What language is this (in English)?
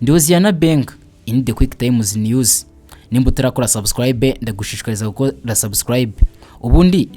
Kinyarwanda